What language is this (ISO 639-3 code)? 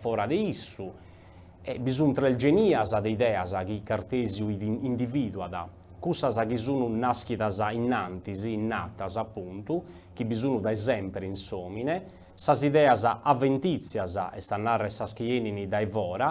srd